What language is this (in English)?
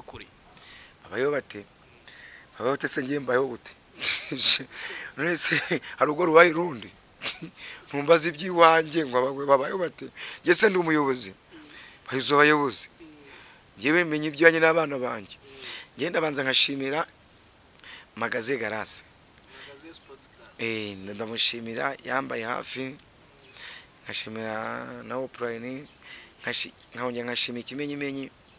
Kinyarwanda